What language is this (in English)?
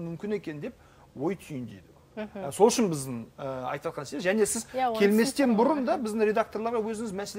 Kazakh